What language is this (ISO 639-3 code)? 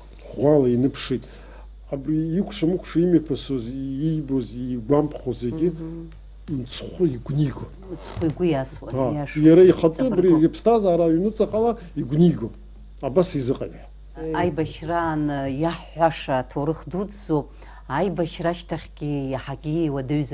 abk